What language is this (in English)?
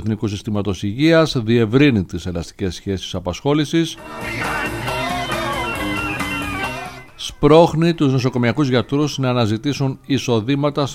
Greek